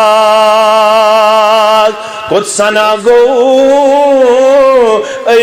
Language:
Kashmiri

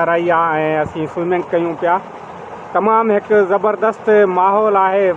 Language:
Sindhi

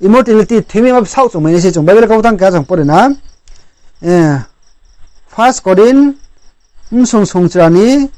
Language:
Riang (India)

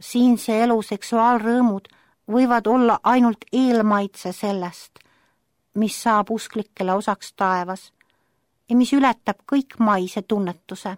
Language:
Estonian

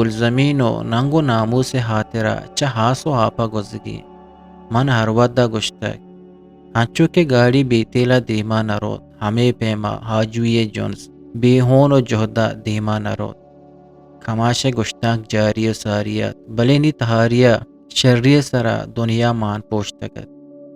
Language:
Eastern Balochi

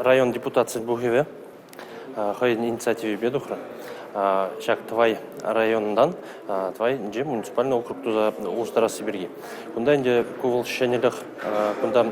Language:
Chuvash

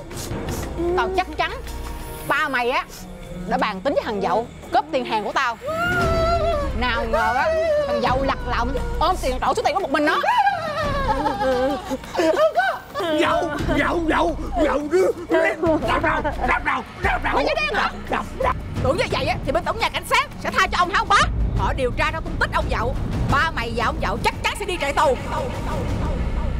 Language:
Vietnamese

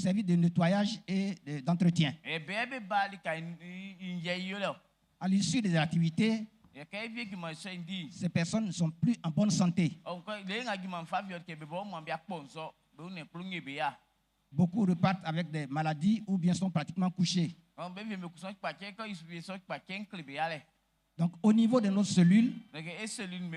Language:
Baoulé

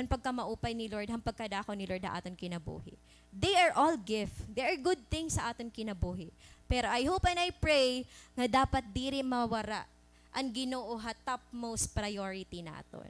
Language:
Waray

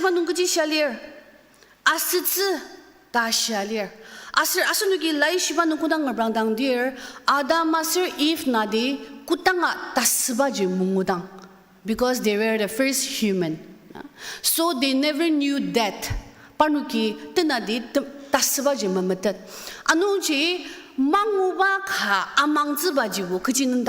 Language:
Ao Naga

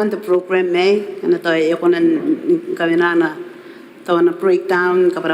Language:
Gilbertese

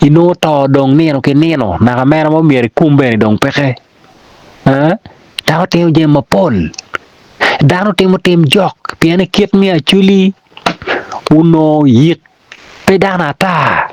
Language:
Acoli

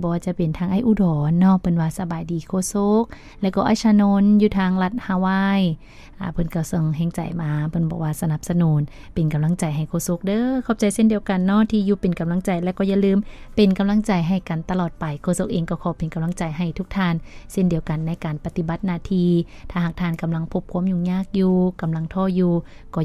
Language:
Lao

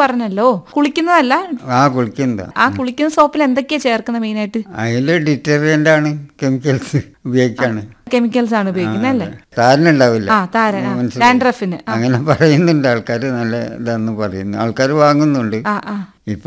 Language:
Malayalam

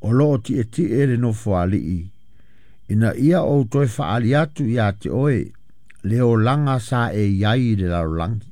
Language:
Samoan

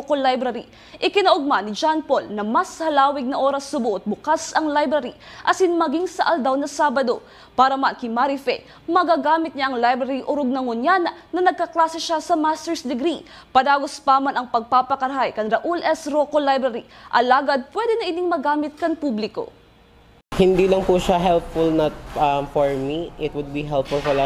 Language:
Bikol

